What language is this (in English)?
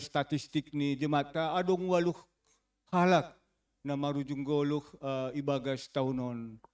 Batak Simalungun